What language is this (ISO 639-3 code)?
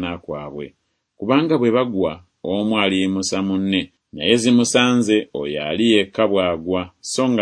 lug